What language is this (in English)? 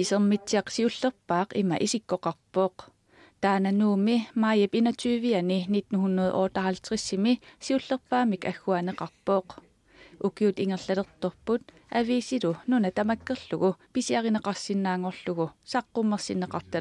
Kalaallisut